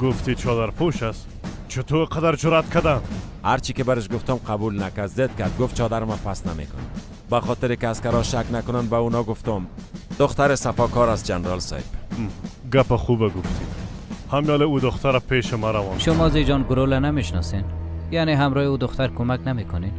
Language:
Persian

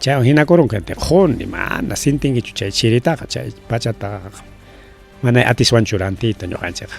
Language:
Ayacucho Quechua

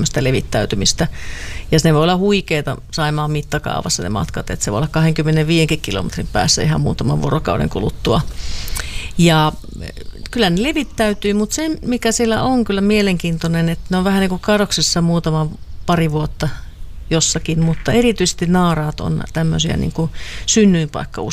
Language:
Finnish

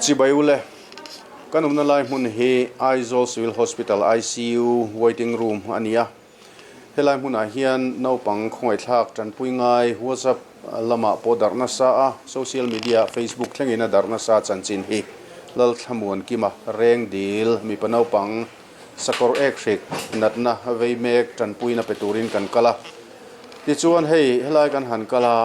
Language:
Mizo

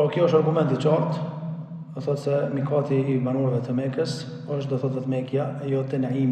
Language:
Albanian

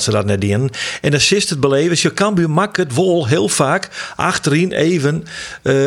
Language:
Western Frisian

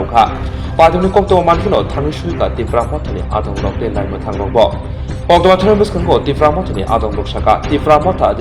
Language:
Kok Borok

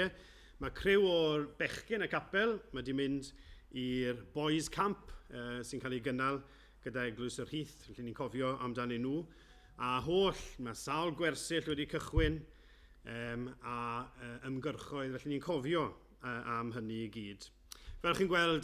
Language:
Welsh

